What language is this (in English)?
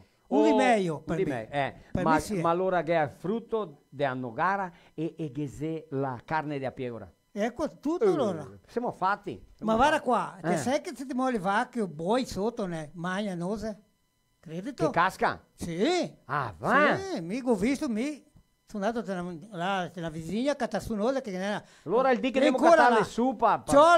Venetian